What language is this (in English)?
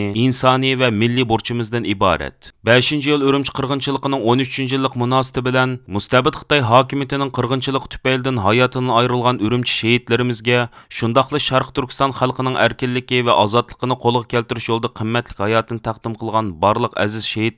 Uyghur